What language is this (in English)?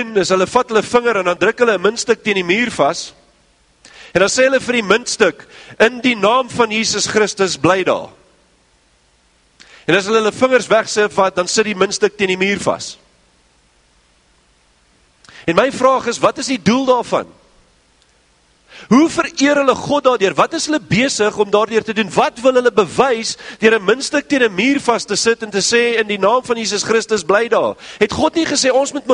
Afrikaans